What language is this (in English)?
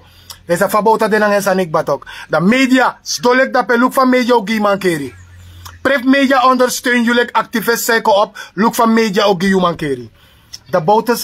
Sranan Tongo